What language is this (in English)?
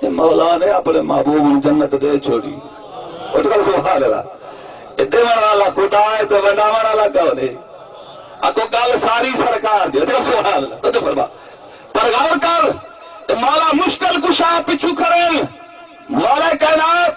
Saraiki